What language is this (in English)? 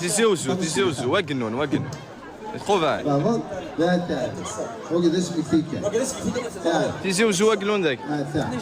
Kabyle